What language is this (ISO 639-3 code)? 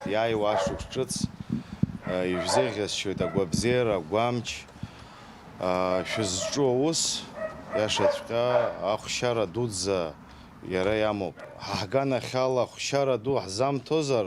abk